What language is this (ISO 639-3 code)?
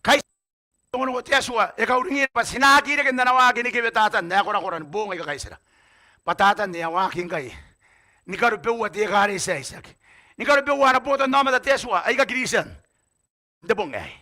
gil